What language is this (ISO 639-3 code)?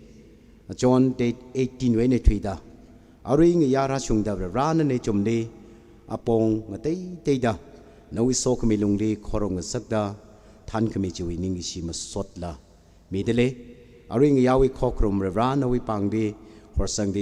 nmf